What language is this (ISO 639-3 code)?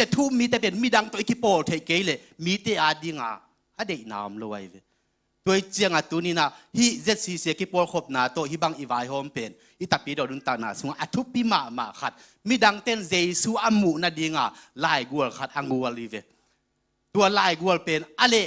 ctd